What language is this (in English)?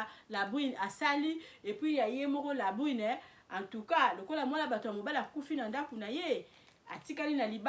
Lingala